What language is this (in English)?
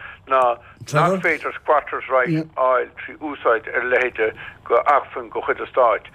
Irish